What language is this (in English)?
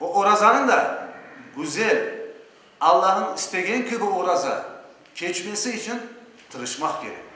Crimean Tatar